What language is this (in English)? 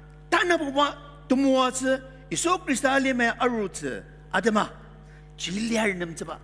Ao Naga